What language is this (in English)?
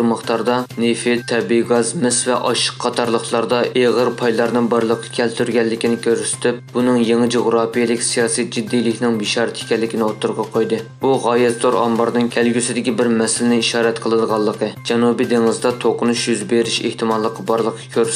Uyghur